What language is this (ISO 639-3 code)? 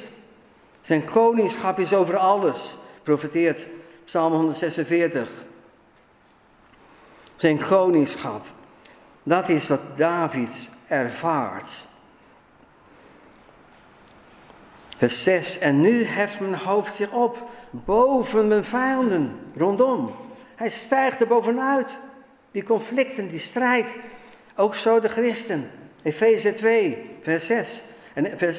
nld